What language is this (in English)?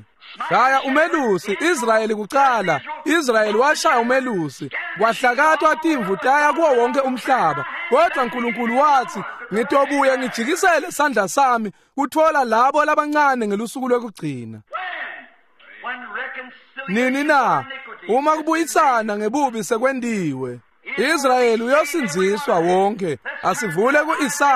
Swati